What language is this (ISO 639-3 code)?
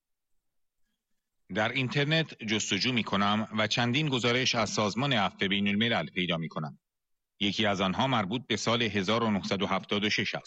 fas